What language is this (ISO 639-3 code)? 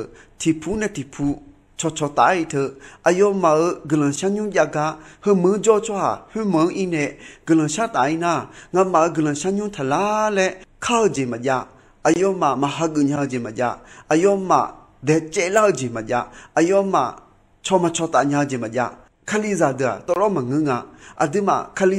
ahk